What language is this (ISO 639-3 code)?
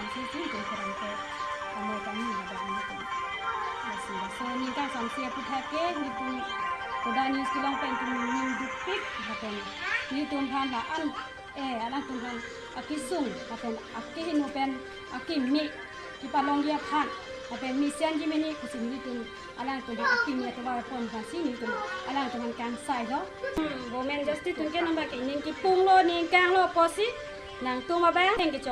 mjw